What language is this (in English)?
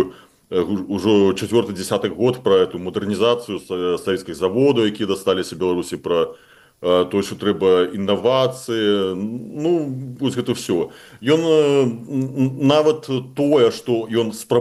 Belarusian